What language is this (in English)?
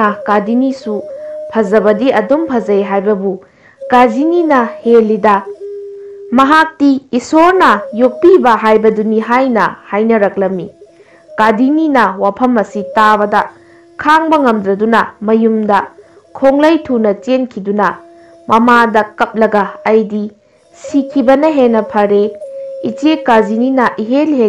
Manipuri